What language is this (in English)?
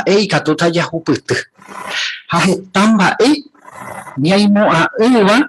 Guarani